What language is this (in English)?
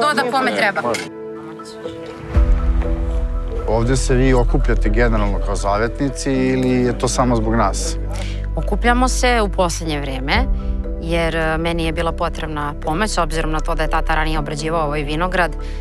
Serbian